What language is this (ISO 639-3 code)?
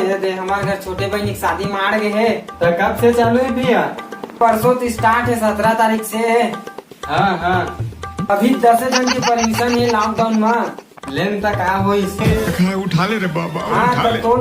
hne